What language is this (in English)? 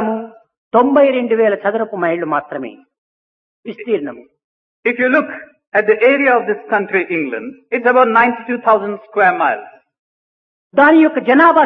Telugu